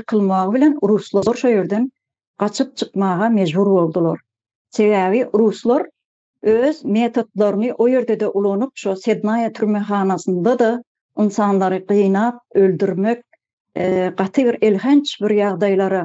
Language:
Turkmen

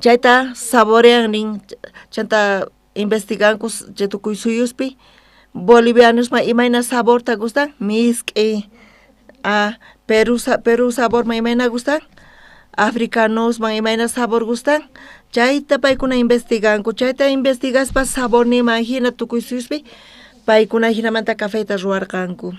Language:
South Bolivian Quechua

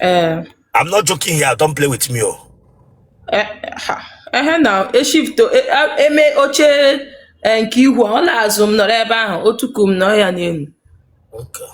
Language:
Igbo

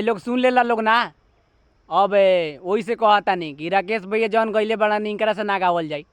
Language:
Bhojpuri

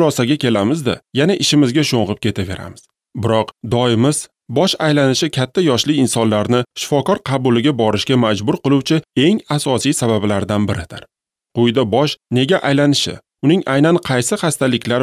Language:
Uzbek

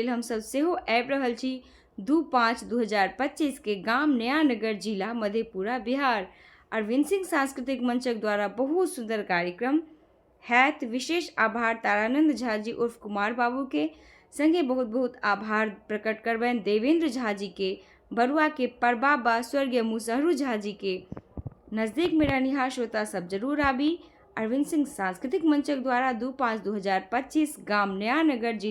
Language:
Maithili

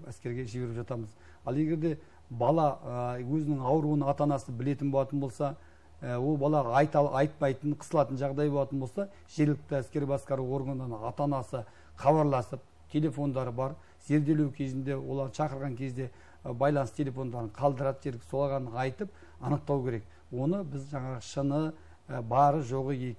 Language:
Kazakh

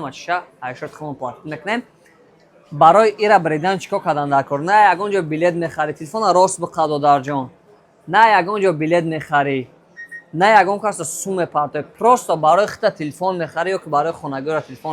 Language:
Tajik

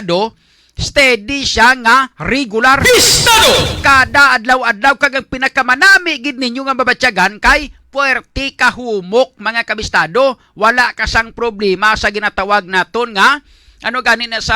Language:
Hiligaynon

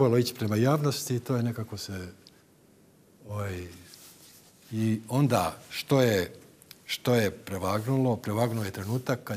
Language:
Croatian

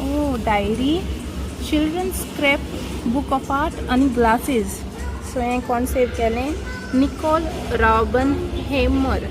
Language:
Konkani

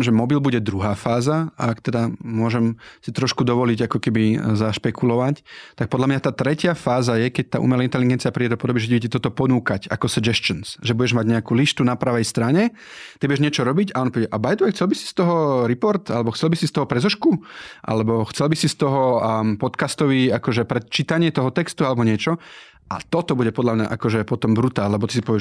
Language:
Slovak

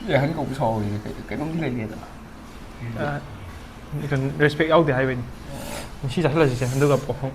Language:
Manipuri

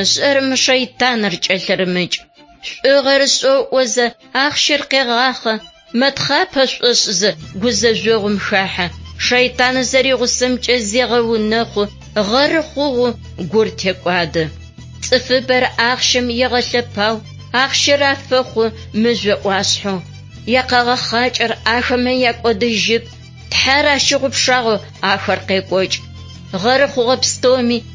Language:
Adyghe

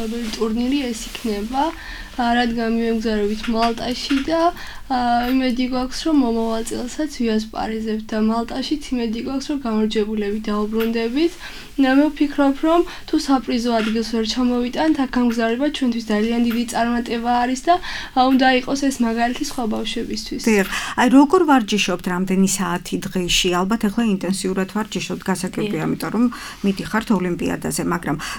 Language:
Georgian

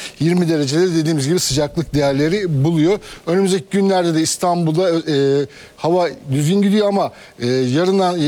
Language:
Turkish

